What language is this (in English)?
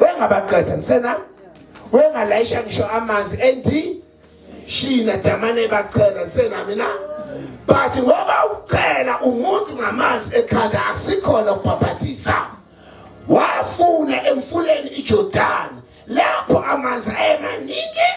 Zulu